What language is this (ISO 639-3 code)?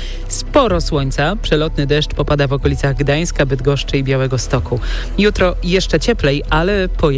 pol